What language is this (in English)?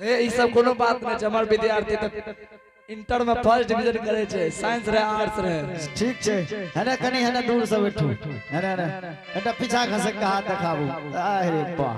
Angika